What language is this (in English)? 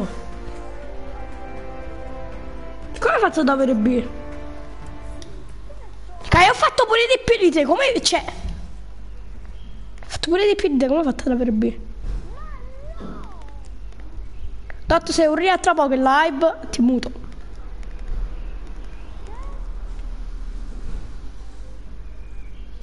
Italian